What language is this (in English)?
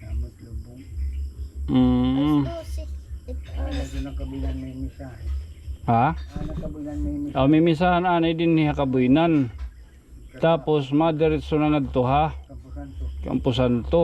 Waray